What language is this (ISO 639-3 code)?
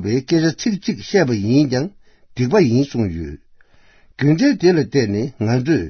bod